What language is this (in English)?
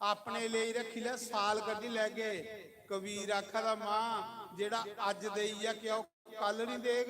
Dogri